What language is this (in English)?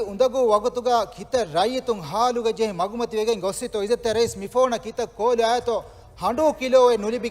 Divehi